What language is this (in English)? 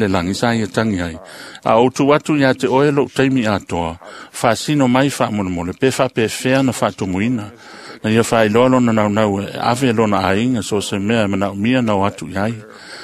Samoan